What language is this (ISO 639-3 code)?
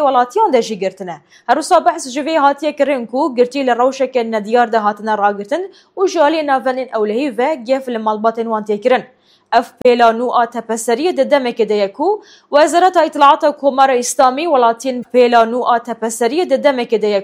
kur